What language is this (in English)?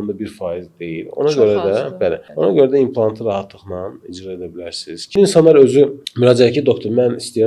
Azerbaijani